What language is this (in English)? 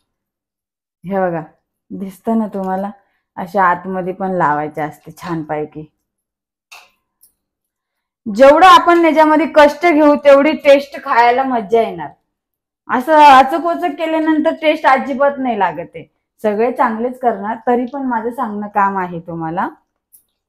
Marathi